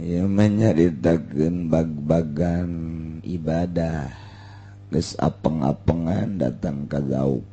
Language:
Sundanese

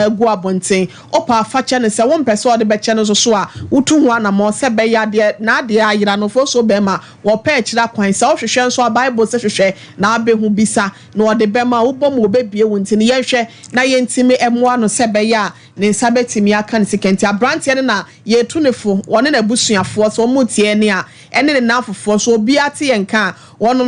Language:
Akan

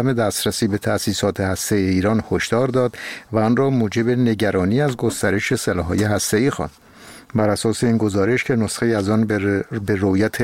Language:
Persian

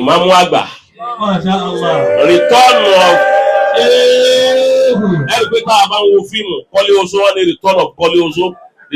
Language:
Yoruba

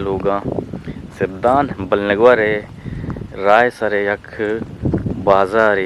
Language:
Eastern Balochi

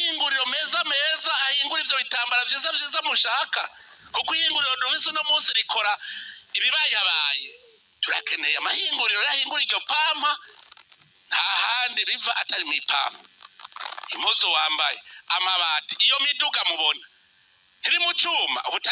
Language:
Rundi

